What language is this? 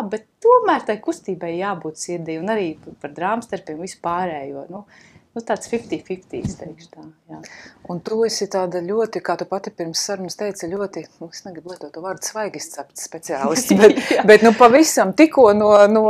Latvian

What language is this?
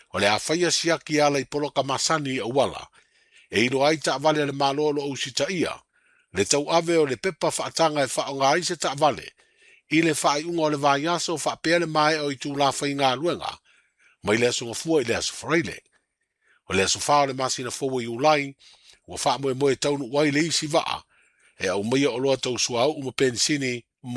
Samoan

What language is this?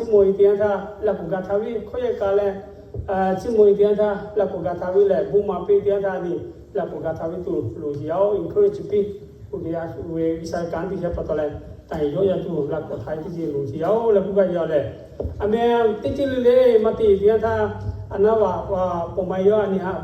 Lahu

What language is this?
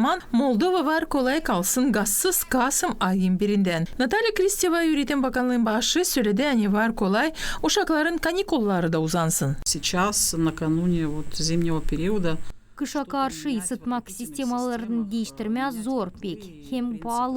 Gagauz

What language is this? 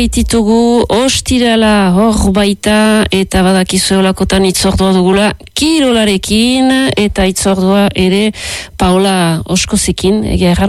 Basque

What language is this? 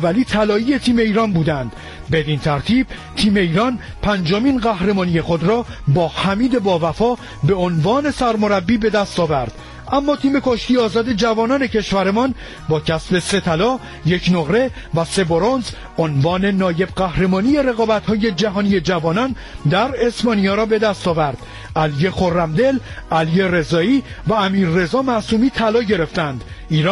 Persian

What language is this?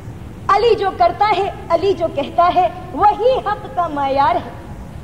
Urdu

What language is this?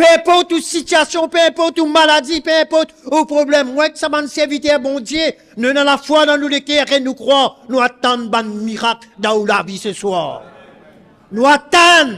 Morisyen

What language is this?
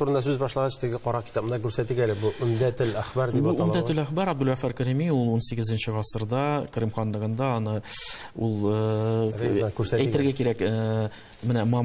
Tatar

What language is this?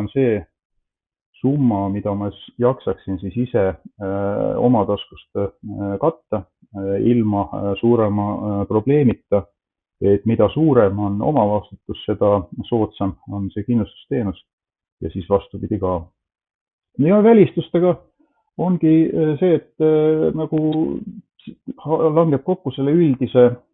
Estonian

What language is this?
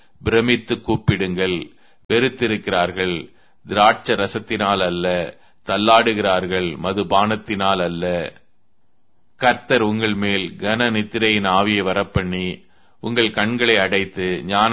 Tamil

